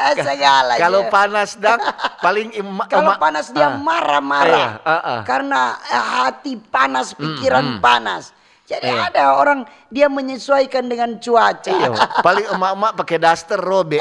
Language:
Manado Malay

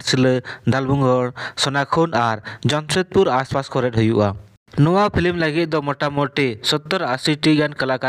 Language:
Santali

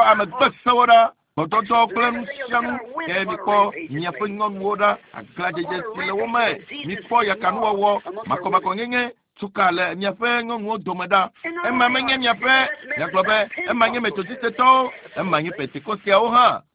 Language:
Ewe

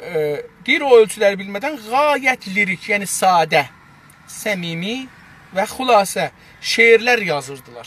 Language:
South Azerbaijani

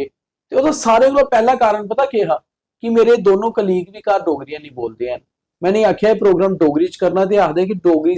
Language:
Dogri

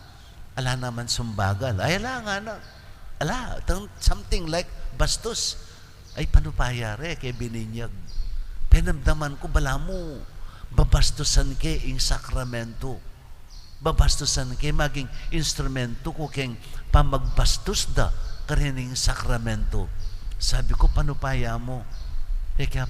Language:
Pampanga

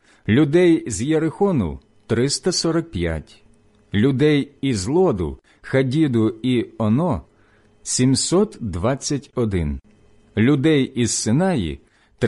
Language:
Ukrainian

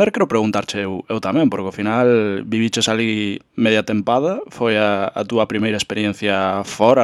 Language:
Galician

